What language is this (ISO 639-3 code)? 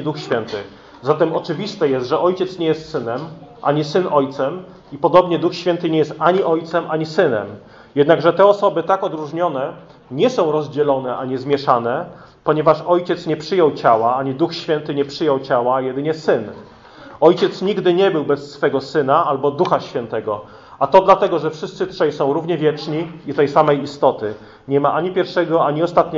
pol